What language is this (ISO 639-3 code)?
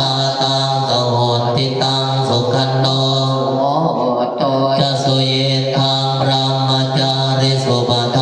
pli